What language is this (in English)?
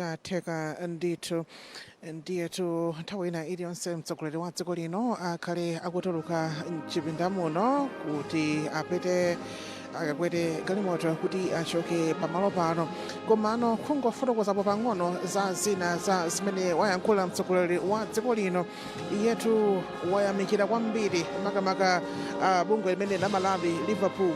Nyanja